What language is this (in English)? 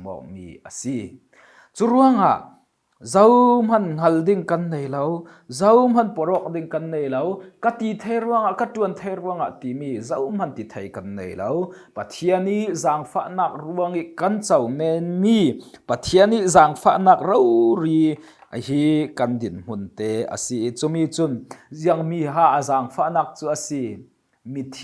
Falam Chin